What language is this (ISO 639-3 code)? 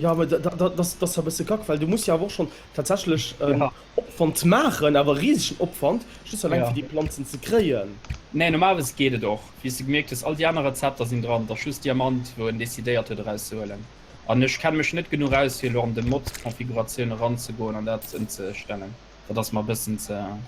ltz